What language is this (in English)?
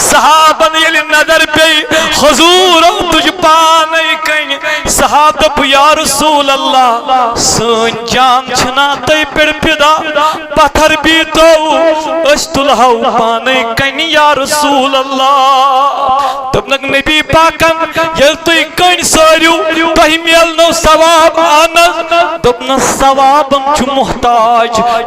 Kashmiri